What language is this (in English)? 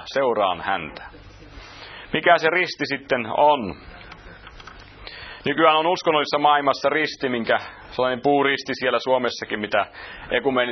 Finnish